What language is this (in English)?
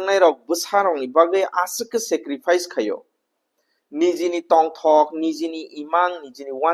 Kok Borok